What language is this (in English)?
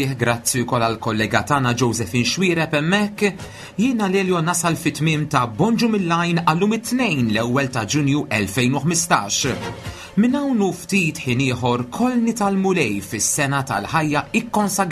Maltese